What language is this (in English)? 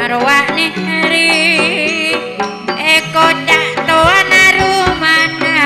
Madurese